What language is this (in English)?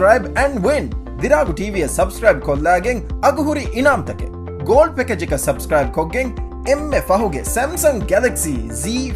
Divehi